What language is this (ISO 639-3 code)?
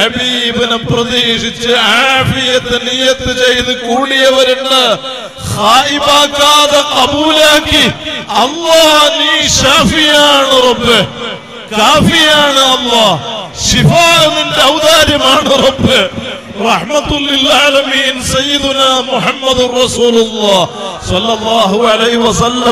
mal